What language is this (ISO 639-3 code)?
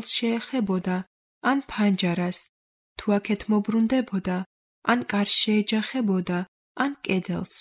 kat